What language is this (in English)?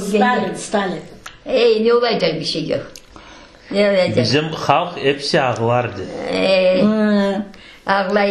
Crimean Tatar